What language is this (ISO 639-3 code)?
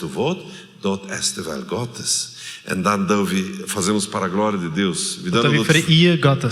pdt